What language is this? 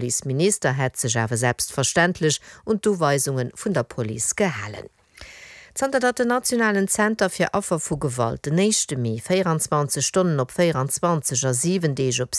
Luxembourgish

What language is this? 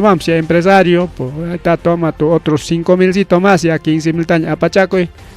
Ayacucho Quechua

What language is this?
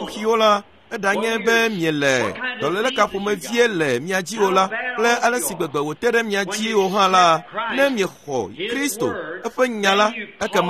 Ewe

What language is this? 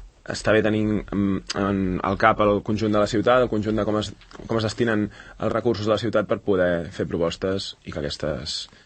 Catalan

